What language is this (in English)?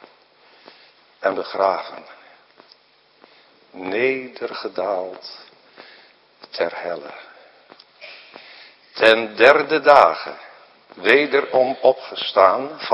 Dutch